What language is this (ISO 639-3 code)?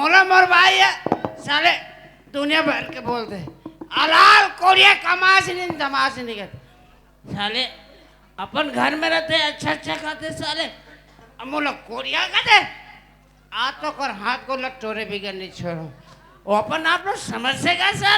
hne